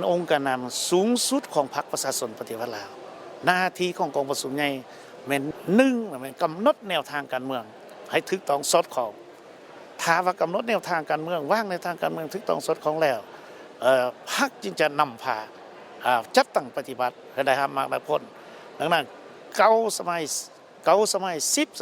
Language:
Lao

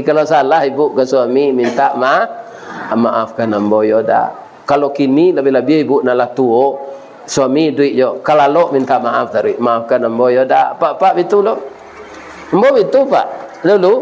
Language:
Minangkabau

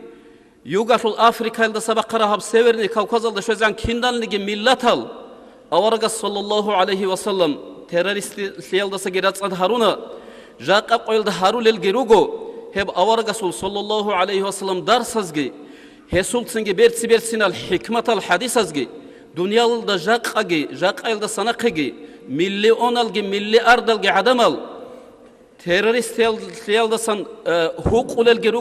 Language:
Avaric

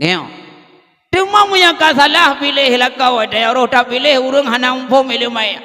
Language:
Achinese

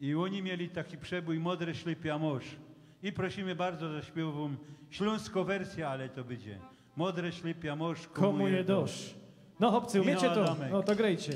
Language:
Silesian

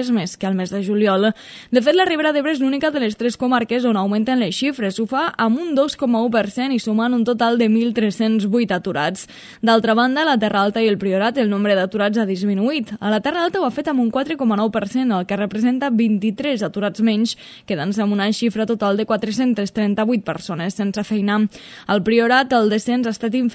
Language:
Catalan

